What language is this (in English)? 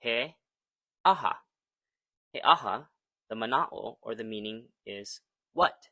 Hawaiian